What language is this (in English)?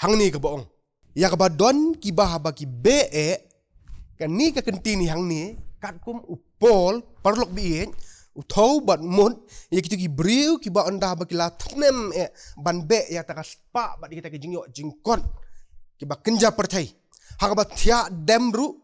Khasi